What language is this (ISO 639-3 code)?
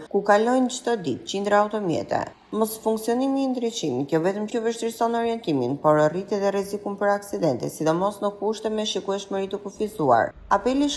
sqi